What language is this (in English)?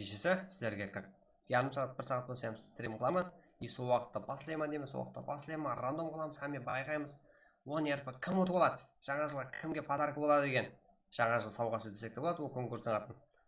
Kara-Kalpak